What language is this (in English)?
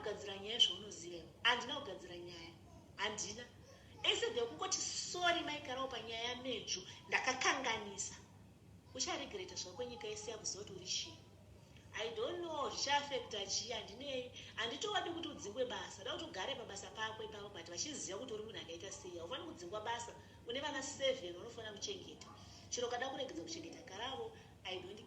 Shona